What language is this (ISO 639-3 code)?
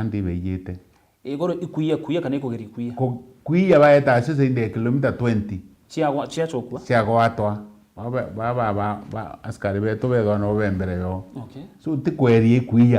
mer